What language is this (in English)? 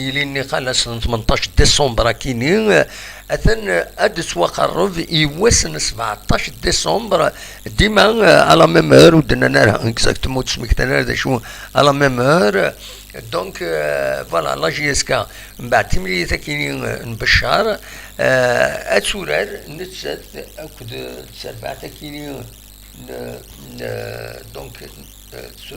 Kabyle